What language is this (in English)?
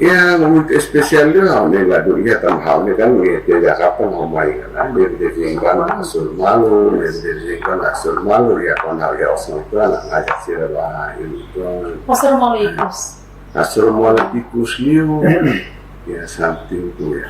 Tetum